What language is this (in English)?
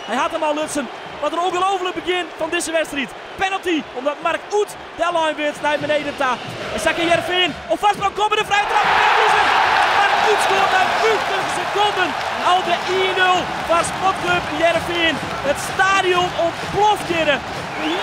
Western Frisian